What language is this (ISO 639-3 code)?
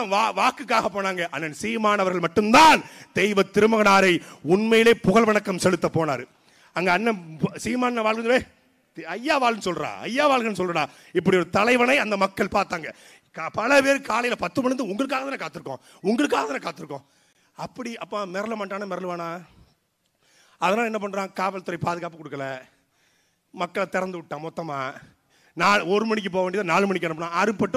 tam